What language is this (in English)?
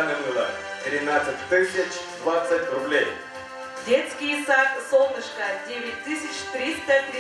Yakut